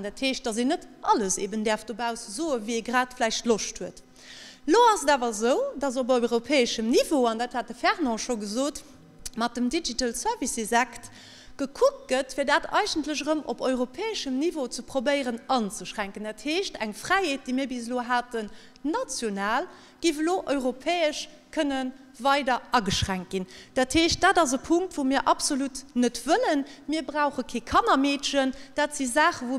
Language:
Luxembourgish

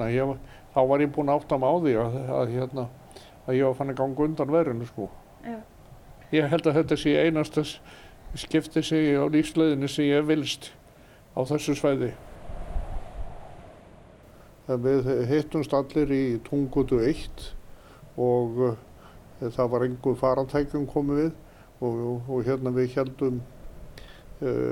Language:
Icelandic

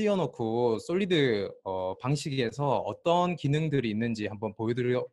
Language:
Korean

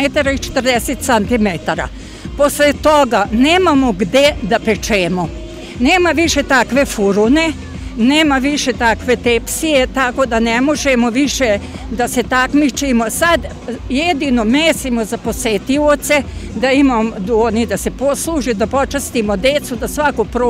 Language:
Serbian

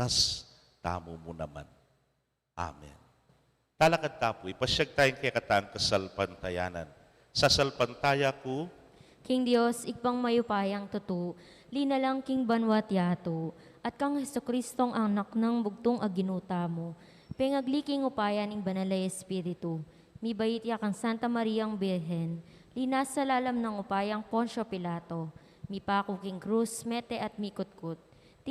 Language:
Pampanga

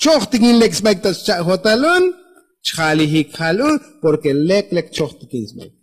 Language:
Tzotzil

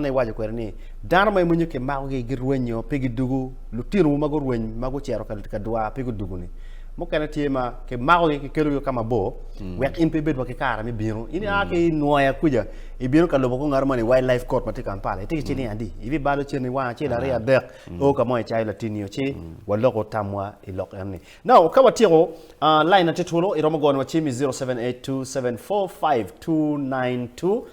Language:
Acoli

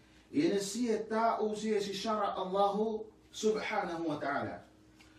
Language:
Yakan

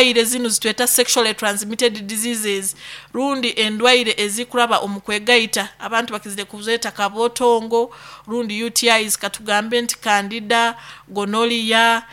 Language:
Nyoro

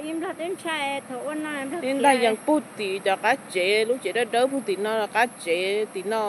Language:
Hmong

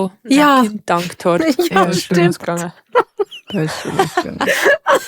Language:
Bavarian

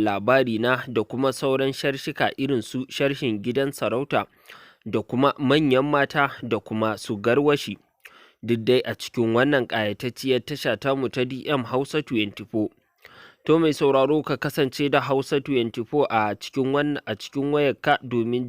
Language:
Hausa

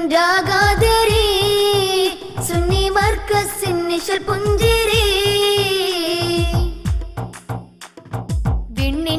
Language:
Malayalam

